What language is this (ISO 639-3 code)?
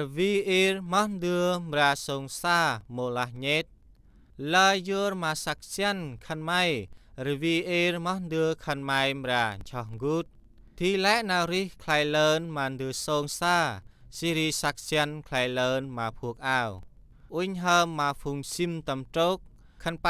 cmo